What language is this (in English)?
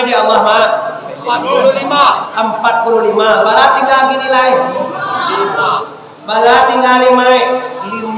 Minangkabau